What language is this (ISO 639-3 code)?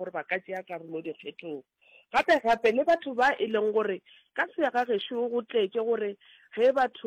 nso